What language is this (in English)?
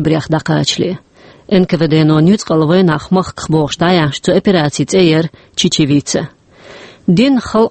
Chechen